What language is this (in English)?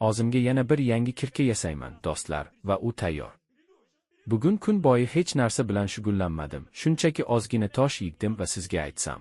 Uzbek